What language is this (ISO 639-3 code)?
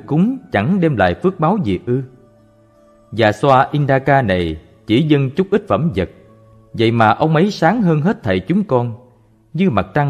vie